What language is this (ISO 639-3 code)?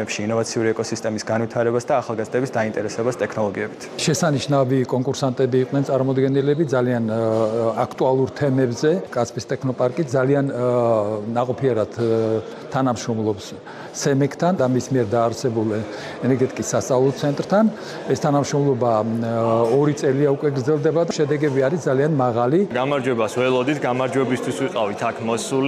kat